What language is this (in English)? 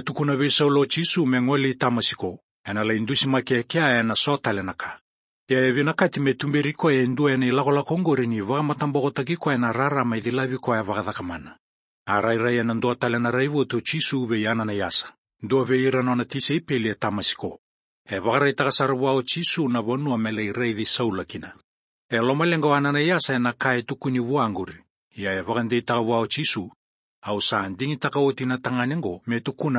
Fijian